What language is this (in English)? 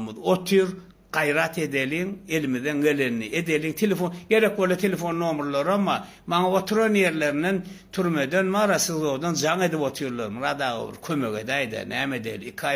Turkmen